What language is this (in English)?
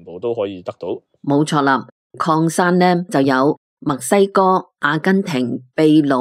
Cantonese